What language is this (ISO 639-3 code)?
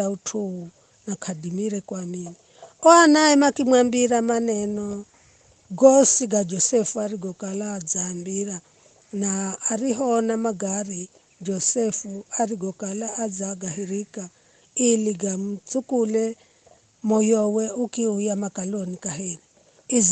nyf